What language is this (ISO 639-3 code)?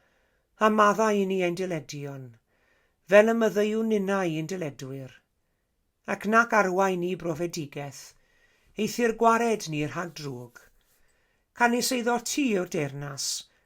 cym